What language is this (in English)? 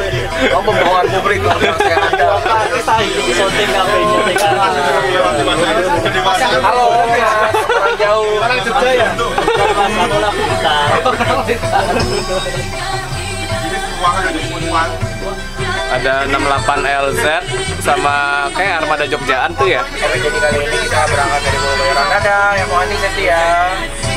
Indonesian